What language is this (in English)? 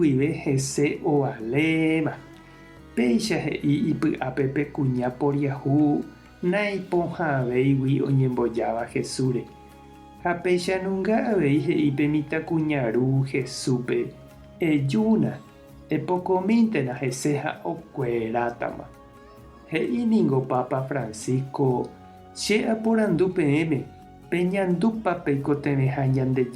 Guarani